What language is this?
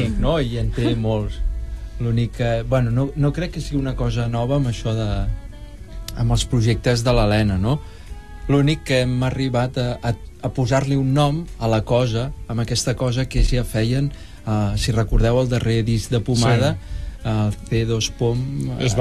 Catalan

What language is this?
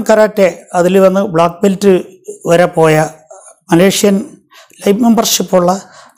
Malayalam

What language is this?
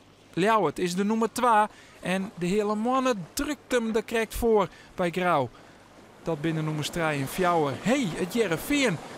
Western Frisian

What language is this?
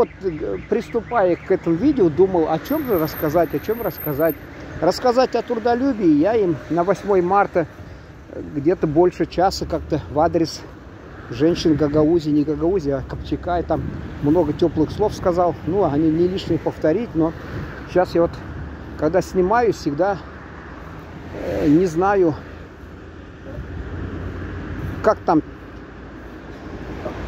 Russian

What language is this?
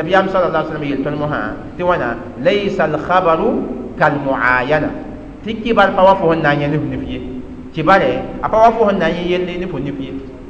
Mossi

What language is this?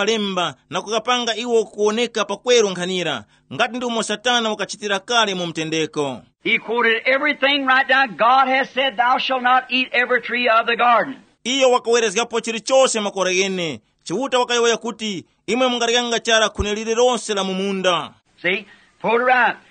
Tumbuka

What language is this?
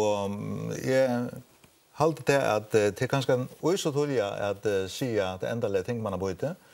Faroese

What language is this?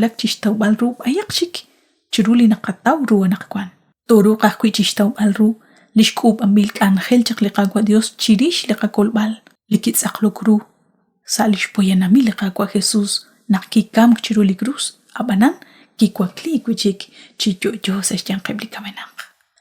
Kekchí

